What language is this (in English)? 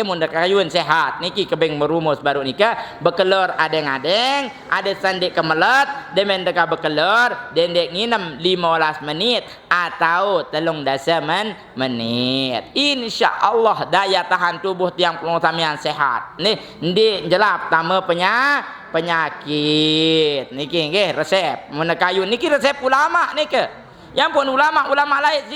Sasak